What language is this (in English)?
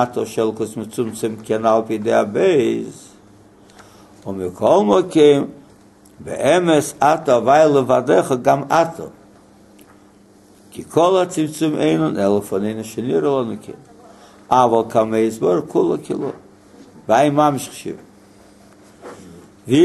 Hebrew